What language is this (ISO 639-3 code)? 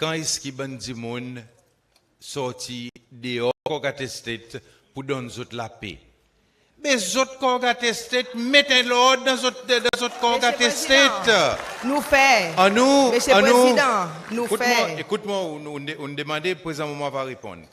crs